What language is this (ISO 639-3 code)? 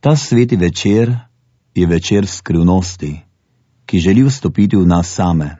slv